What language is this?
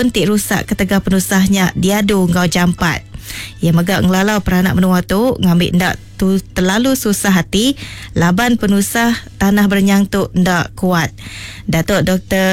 Iban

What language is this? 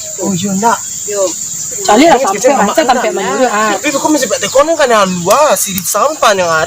Minangkabau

